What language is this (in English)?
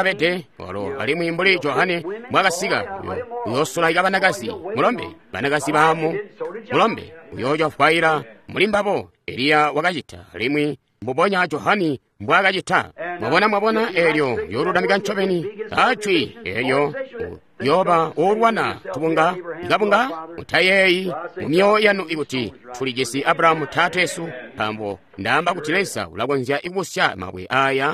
Tonga (Zambia)